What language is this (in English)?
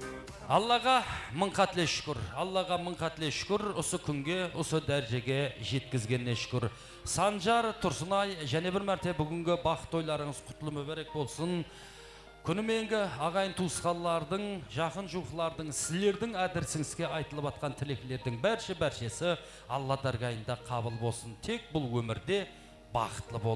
Kara-Kalpak